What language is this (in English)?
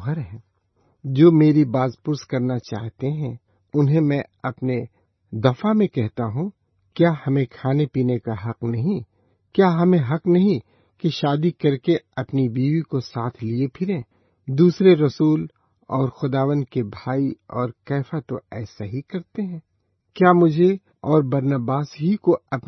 Urdu